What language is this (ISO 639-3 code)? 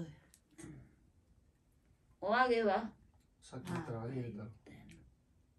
jpn